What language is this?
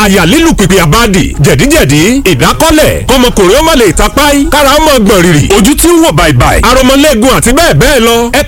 Yoruba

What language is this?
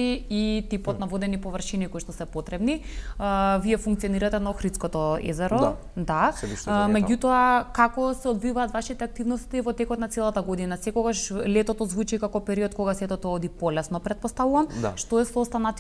Macedonian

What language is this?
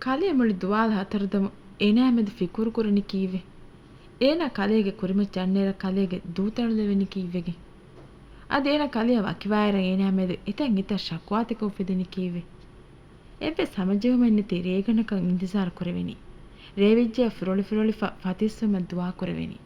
Divehi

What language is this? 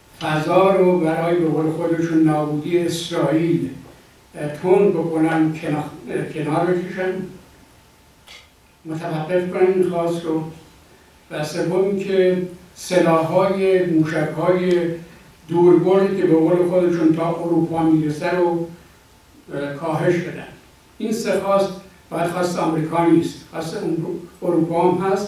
Persian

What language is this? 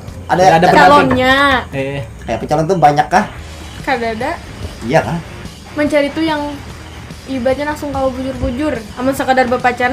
Banjar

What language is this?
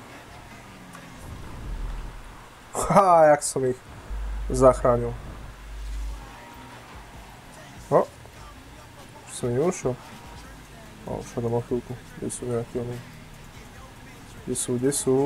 Slovak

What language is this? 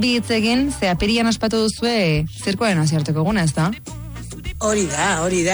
Basque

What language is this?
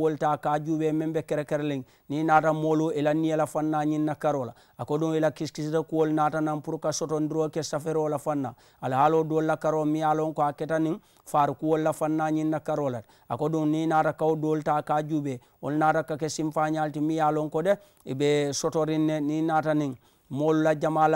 Mandingo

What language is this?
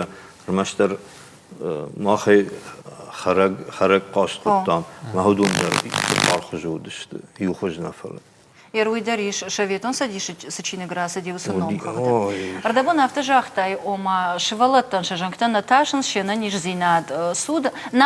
Ossetic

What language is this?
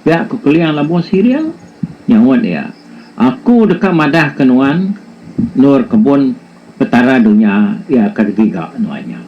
Iban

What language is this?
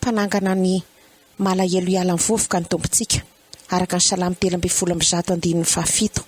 Malagasy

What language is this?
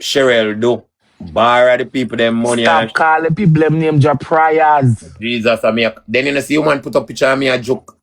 Jamaican Creole English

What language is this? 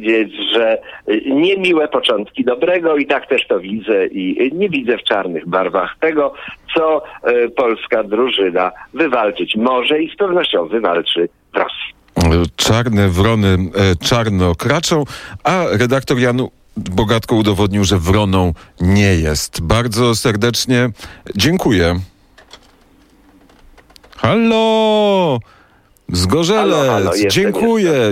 Polish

